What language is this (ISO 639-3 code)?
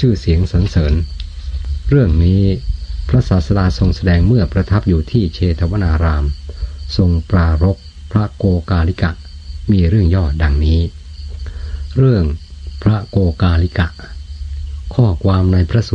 tha